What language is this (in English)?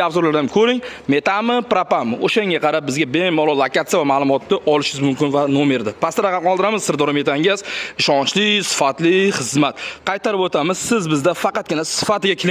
Uzbek